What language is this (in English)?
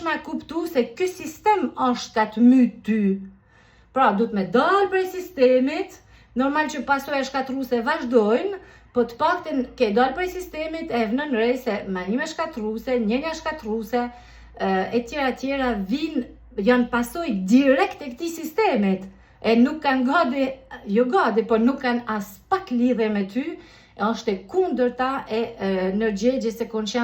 Albanian